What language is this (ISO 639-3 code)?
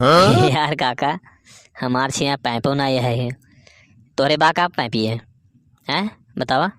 awa